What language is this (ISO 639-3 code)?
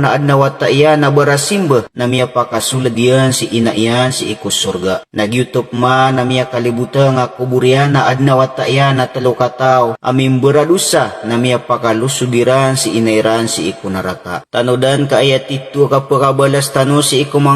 mrw